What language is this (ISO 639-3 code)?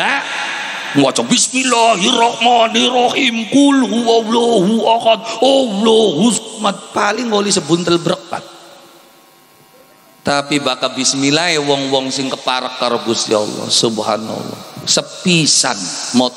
jav